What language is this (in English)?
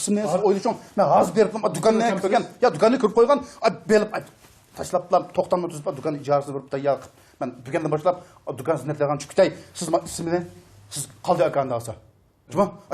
Uyghur